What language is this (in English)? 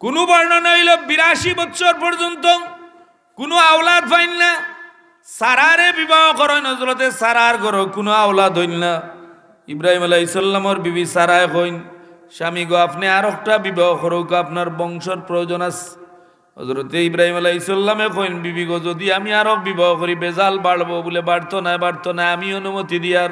Sylheti